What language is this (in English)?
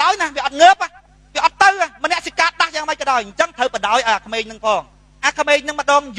Khmer